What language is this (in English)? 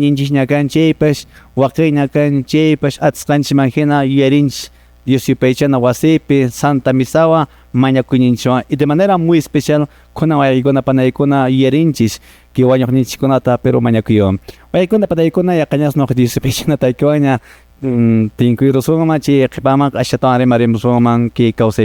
Quechua